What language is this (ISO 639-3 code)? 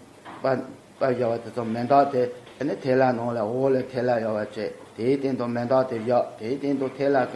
bod